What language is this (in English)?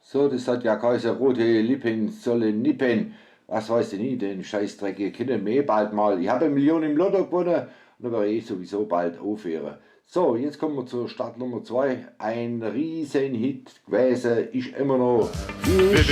Swabian